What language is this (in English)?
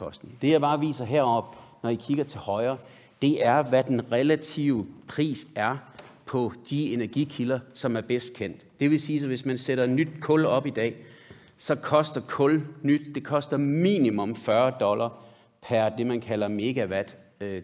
Danish